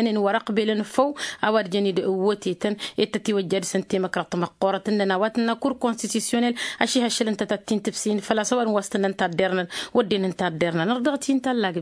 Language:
Tamasheq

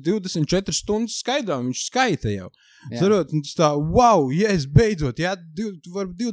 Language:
Latvian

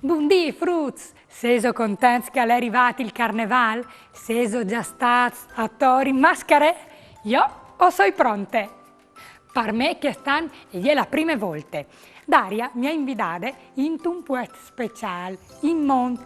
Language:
Friulian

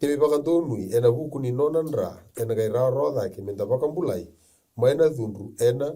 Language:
Fijian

